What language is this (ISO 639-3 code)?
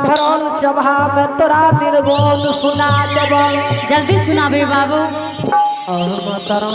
anp